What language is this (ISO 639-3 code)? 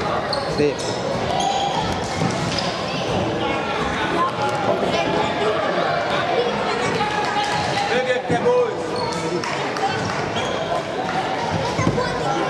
hun